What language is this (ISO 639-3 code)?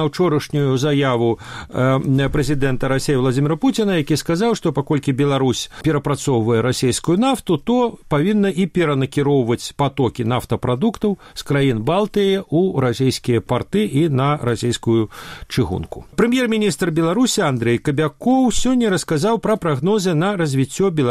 bel